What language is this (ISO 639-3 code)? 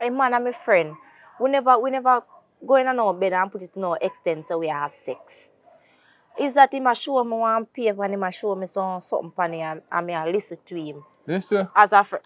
jam